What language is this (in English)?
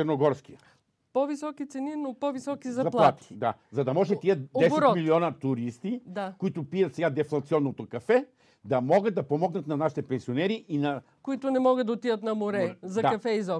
Bulgarian